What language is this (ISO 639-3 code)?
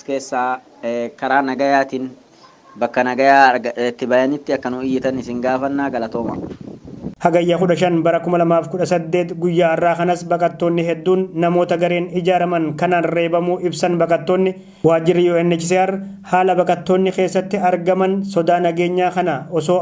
orm